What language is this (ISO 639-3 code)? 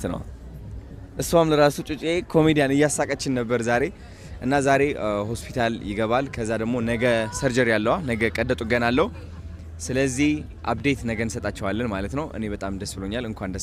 amh